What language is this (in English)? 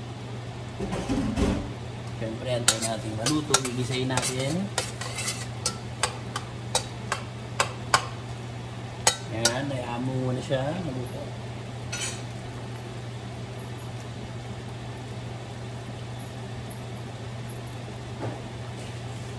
Filipino